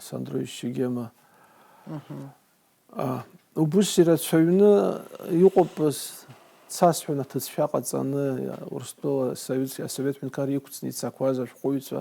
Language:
Abkhazian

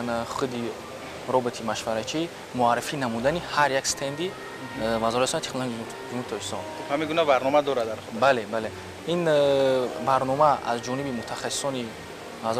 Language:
Tajik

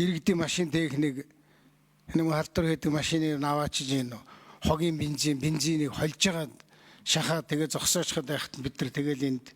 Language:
Mongolian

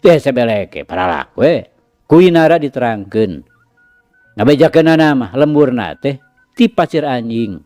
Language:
Sundanese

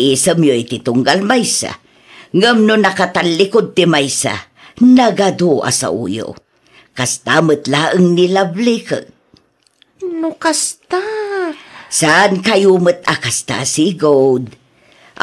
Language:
Iloko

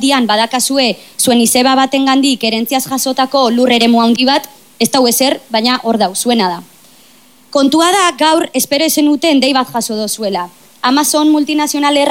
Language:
Basque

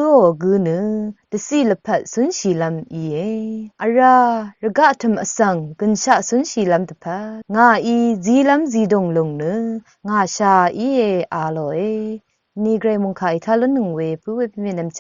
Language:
Rawang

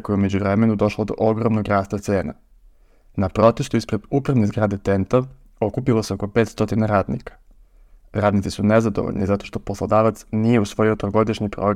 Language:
Serbian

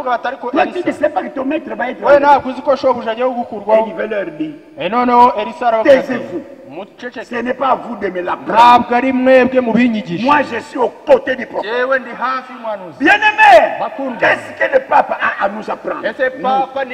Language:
Kinyarwanda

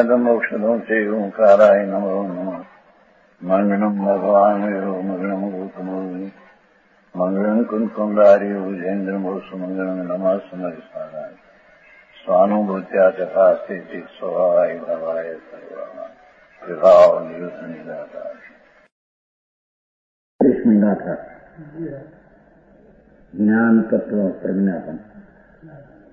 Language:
Gujarati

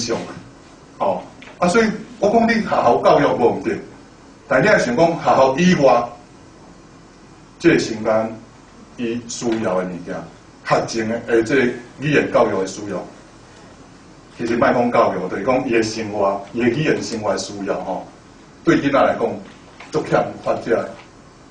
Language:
Min Nan Chinese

